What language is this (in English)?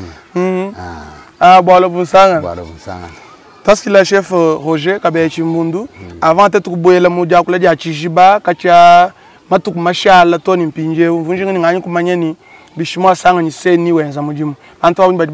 Luba-Lulua